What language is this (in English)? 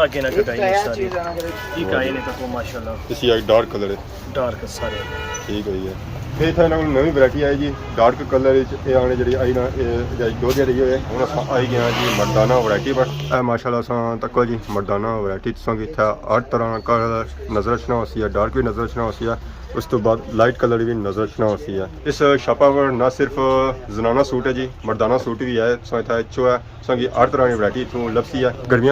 Pahari-Potwari